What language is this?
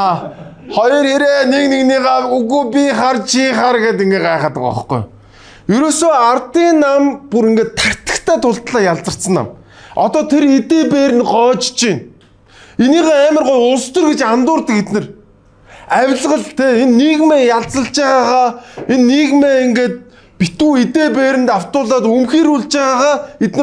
Mongolian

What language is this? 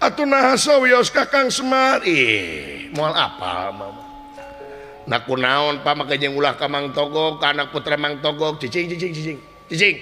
Sundanese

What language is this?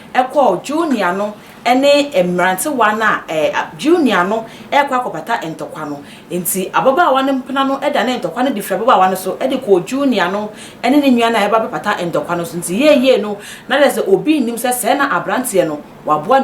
Akan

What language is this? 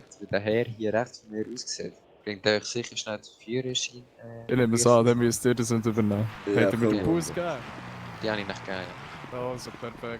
Swiss German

